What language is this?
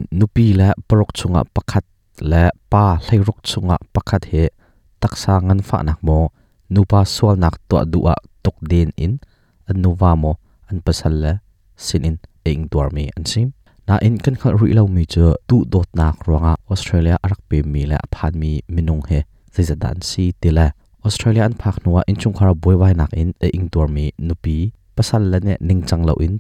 Hakha Chin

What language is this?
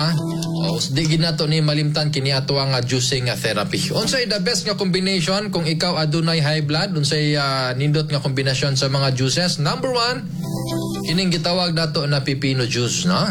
Cebuano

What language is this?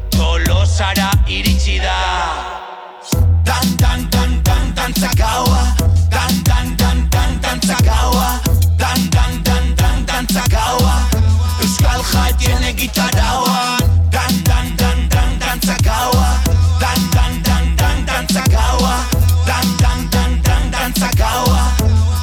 Basque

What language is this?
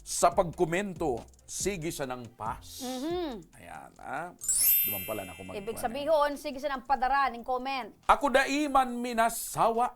Bikol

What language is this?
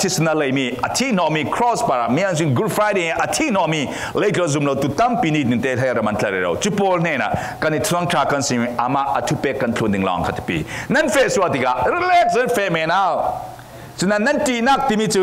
Falam Chin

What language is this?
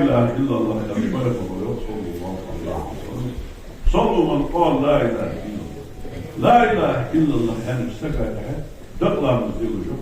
Ingush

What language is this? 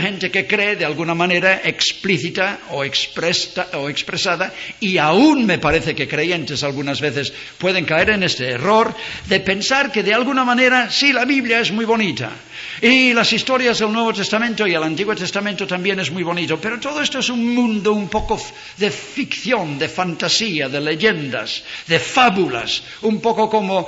Spanish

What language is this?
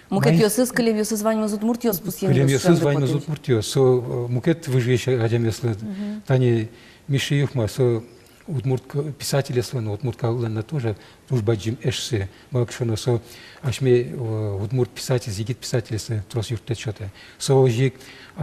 Udmurt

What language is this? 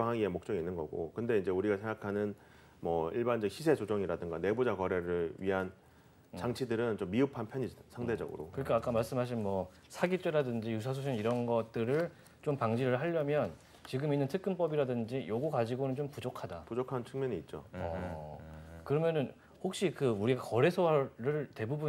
Korean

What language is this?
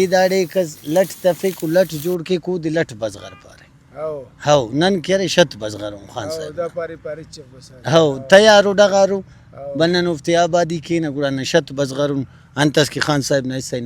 Brahui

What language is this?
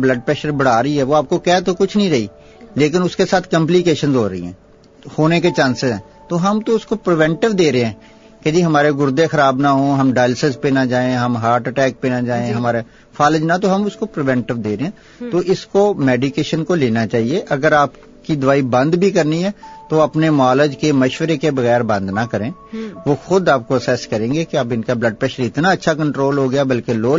Urdu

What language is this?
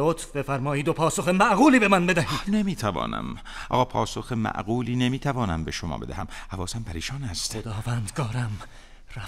Persian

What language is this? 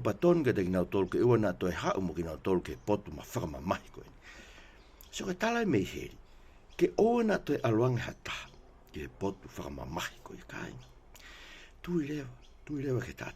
Tongan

